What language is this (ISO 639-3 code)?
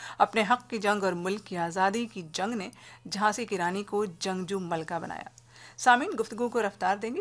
urd